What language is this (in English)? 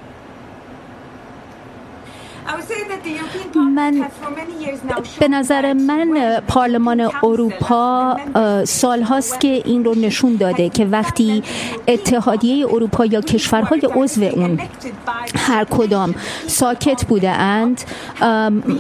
Persian